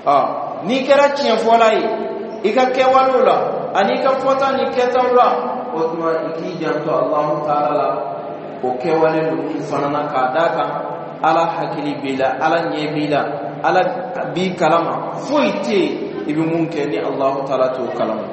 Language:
Bambara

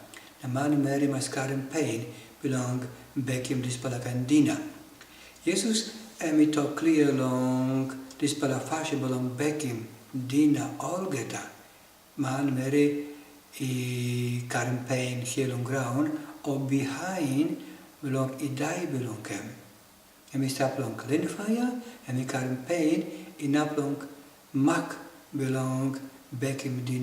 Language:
Tok Pisin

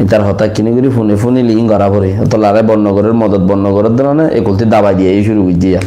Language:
Rohingya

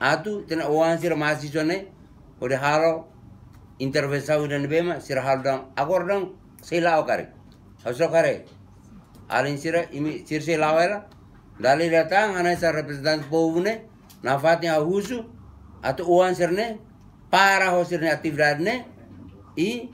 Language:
Tetum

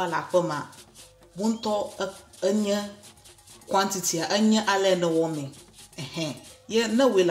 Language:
Ewe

